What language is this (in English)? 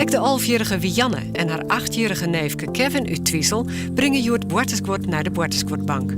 Western Frisian